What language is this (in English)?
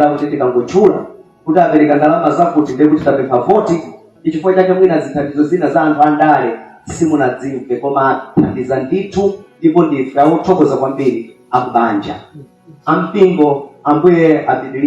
Nyanja